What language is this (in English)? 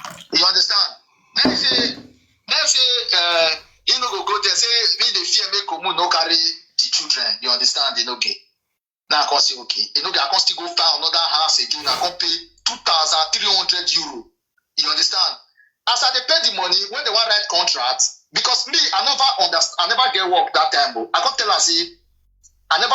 Nigerian Pidgin